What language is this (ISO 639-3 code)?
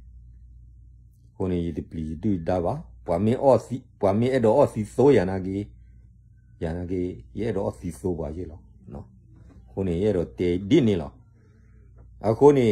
ksw